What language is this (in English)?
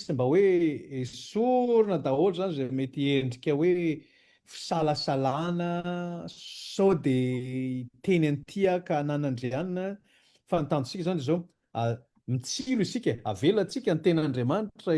Malagasy